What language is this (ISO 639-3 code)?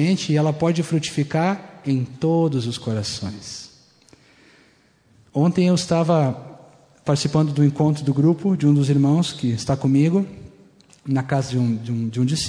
por